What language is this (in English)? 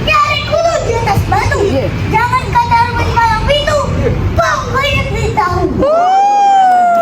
Betawi